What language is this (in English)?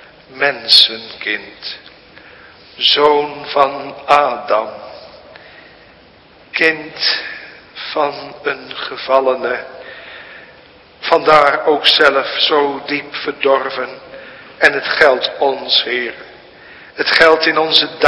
Dutch